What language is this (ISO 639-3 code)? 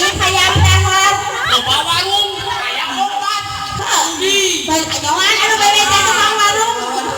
sun